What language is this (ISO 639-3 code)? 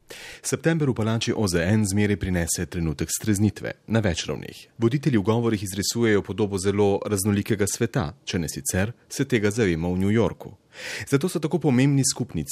slv